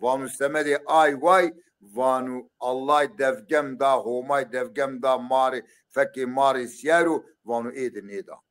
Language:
Zaza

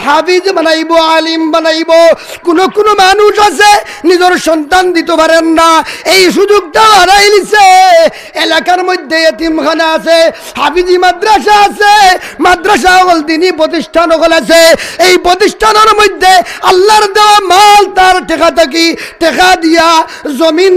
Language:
Sylheti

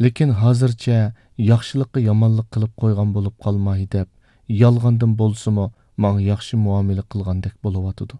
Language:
Uyghur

